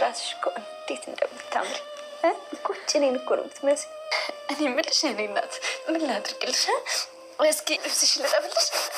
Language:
Amharic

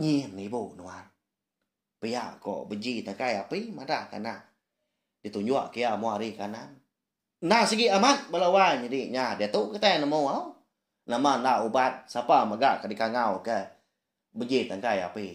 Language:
Iban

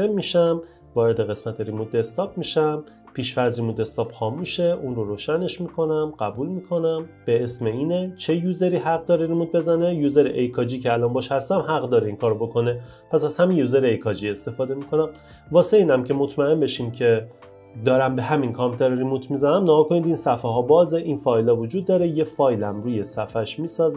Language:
Persian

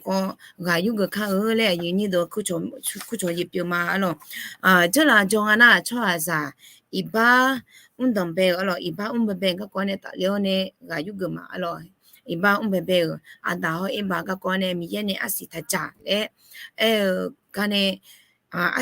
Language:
Akha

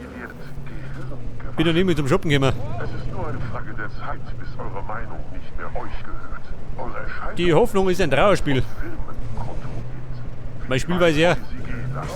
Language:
Bavarian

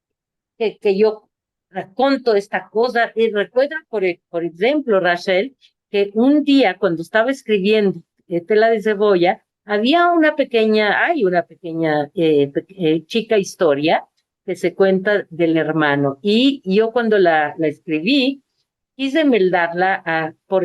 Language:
Ladino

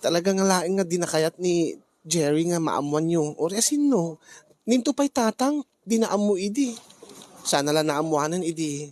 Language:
Iloko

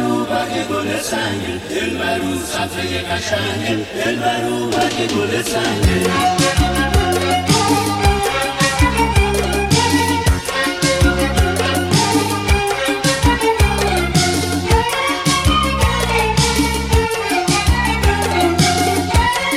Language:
Persian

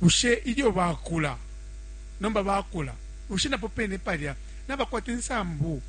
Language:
Bemba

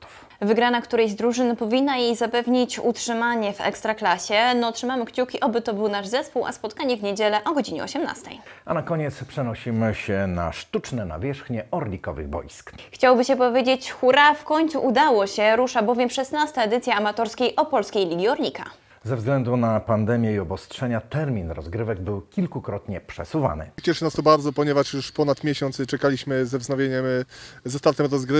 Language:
Polish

